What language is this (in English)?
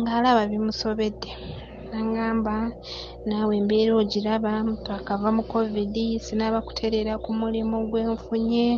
Ganda